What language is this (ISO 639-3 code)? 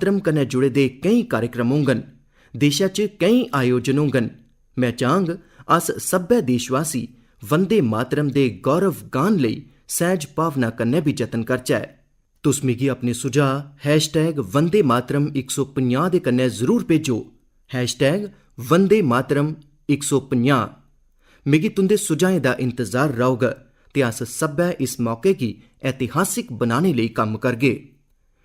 doi